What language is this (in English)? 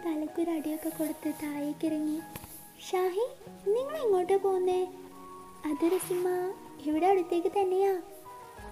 Malayalam